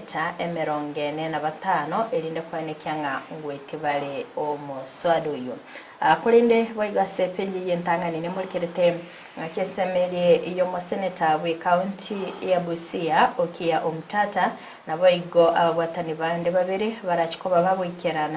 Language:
Gusii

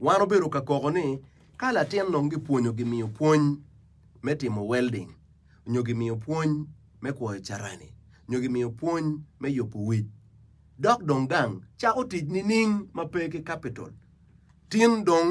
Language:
Acoli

